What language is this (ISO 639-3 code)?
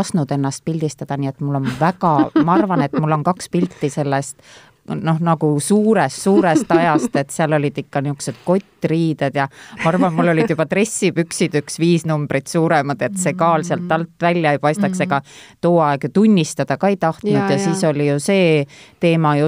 est